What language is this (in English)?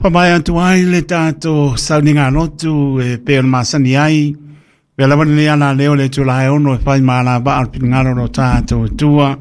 Samoan